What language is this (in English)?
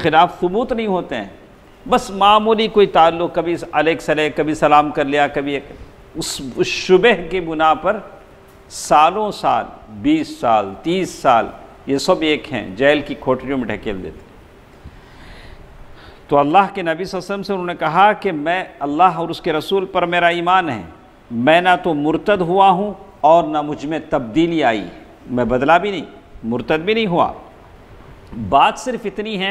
Urdu